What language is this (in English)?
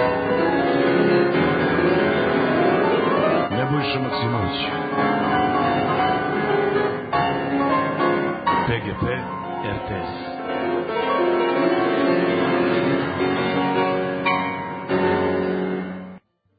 Serbian